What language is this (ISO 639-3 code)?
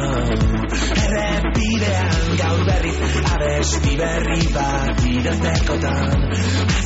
eus